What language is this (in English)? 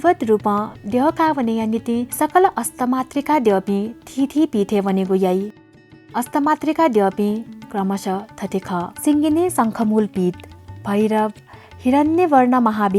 Newari